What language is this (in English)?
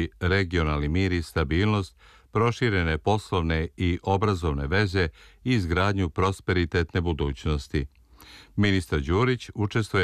Serbian